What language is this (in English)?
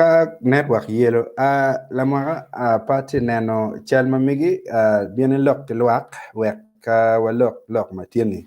Acoli